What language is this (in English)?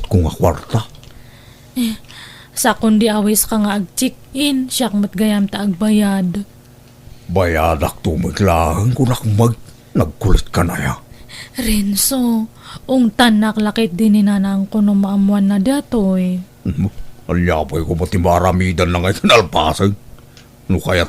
Iloko